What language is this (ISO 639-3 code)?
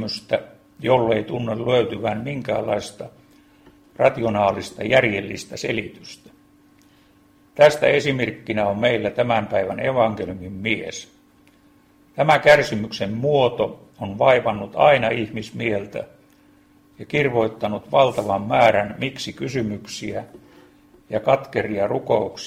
fin